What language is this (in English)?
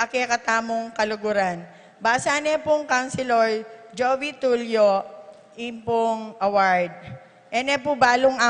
Pampanga